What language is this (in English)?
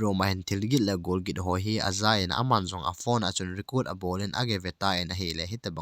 Thado Chin